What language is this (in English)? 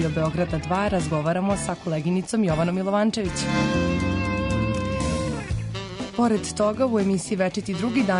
Serbian